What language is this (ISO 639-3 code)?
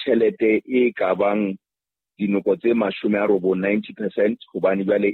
sot